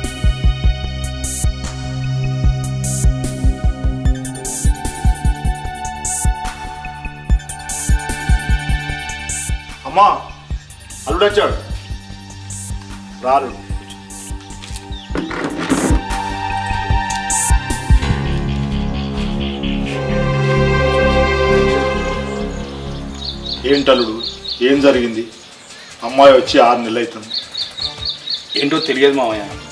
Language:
Telugu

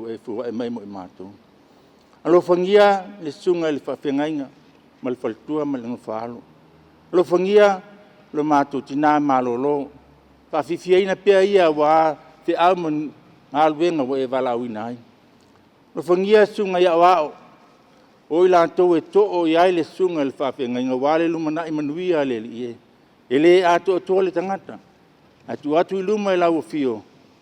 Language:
Samoan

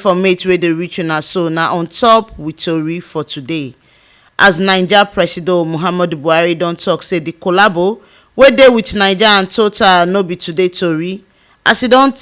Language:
Nigerian Pidgin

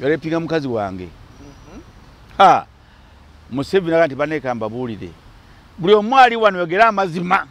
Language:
Ganda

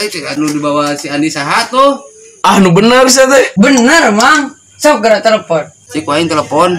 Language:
Sundanese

